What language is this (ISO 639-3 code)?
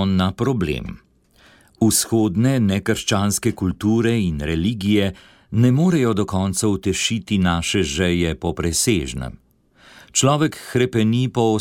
slv